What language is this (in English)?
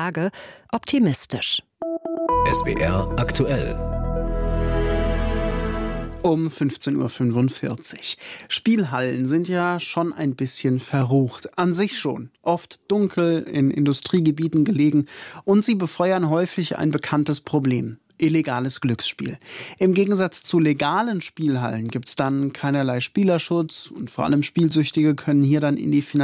German